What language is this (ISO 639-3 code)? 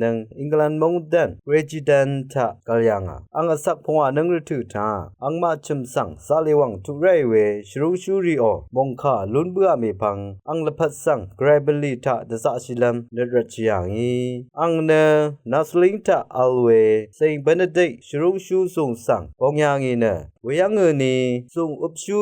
raw